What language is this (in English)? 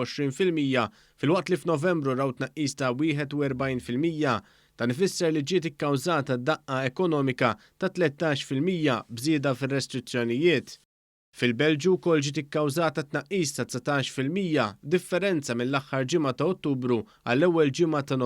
Maltese